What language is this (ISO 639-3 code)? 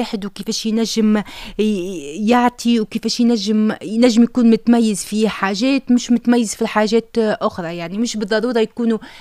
aeb